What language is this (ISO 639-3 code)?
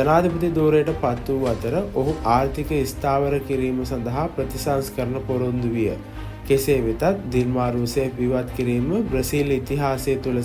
sin